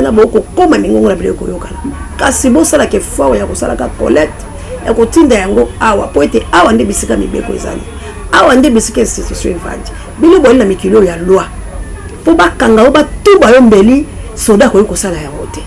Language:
Lingala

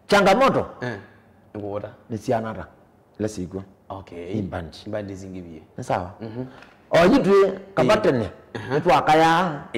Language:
Kamba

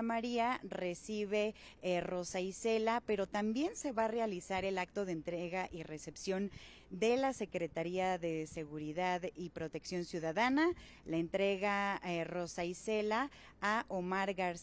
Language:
Spanish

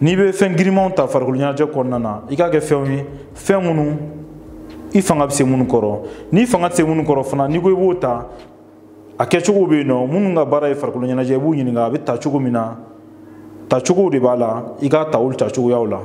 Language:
Bambara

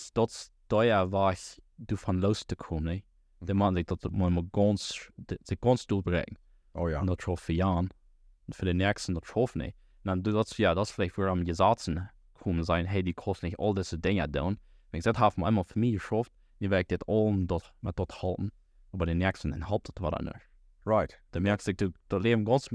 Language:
Plautdietsch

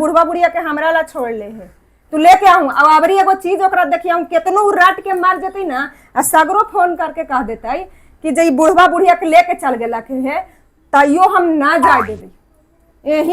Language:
Magahi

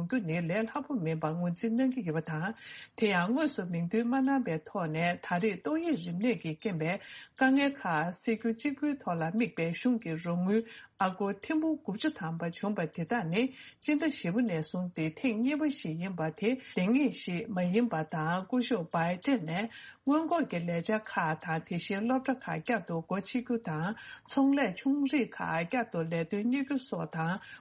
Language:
Tibetan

